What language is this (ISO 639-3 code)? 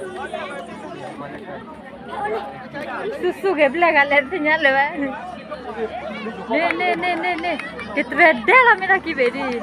ksw